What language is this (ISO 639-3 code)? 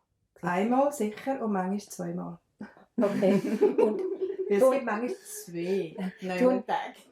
gsw